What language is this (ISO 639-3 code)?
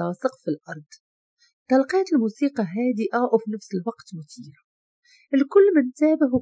ary